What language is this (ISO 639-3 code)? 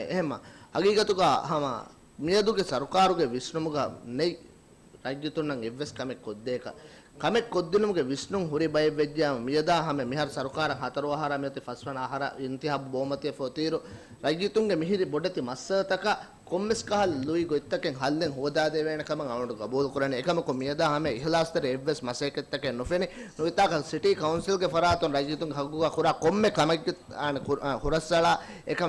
div